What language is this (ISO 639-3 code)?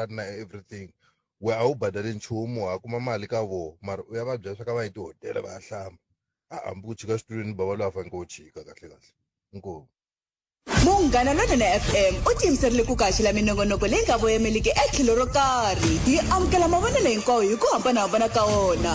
tso